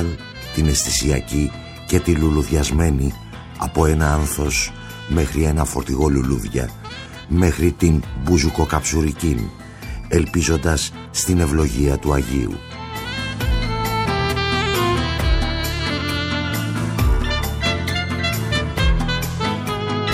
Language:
Greek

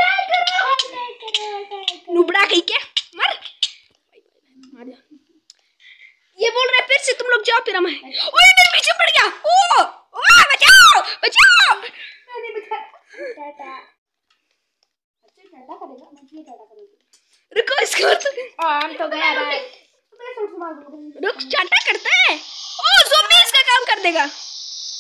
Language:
Hindi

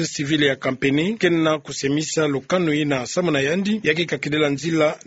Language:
Kituba (Democratic Republic of Congo)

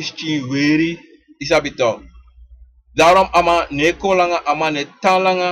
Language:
Sranan Tongo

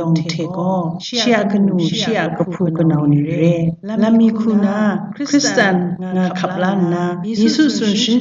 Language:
Kachin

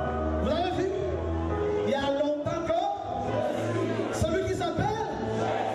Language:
French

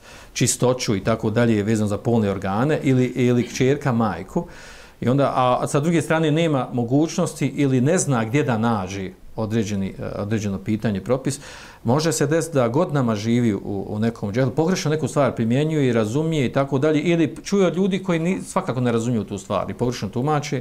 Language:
Bosnian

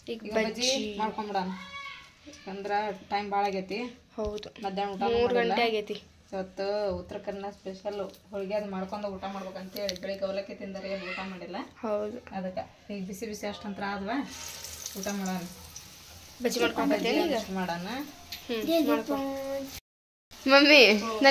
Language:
Kannada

